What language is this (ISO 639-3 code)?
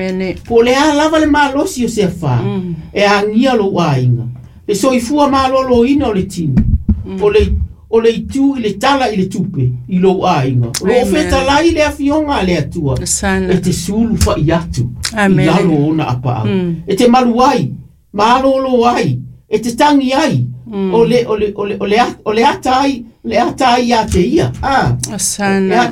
smo